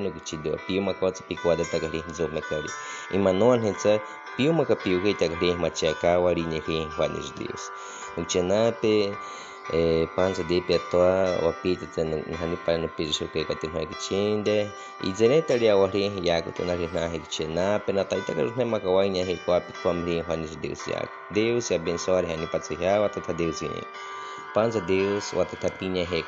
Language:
Baniwa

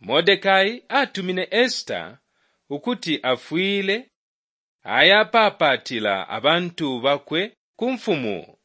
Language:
Bemba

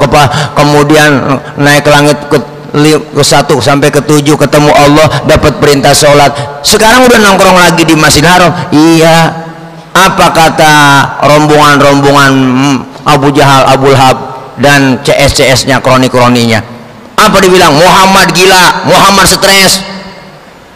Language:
Betawi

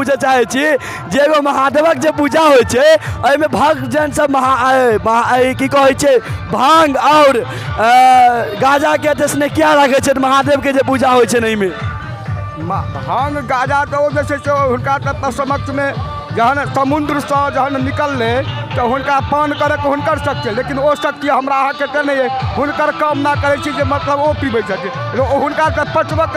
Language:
Maithili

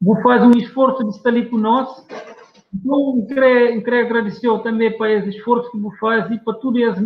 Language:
Kabuverdianu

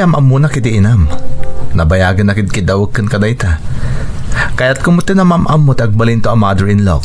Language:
Iloko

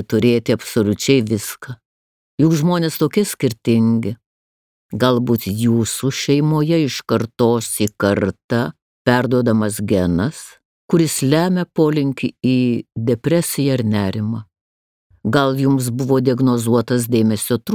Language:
Lithuanian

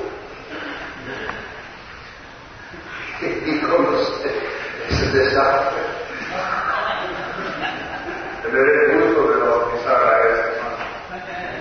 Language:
Spanish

